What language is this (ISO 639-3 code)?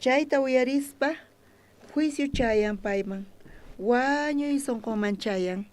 quh